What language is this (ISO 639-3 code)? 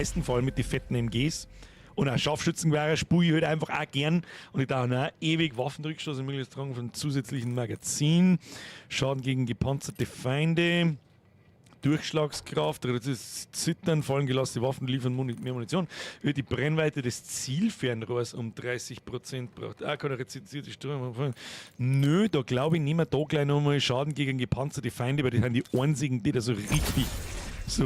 bar